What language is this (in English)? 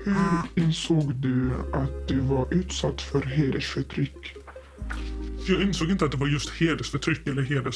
Swedish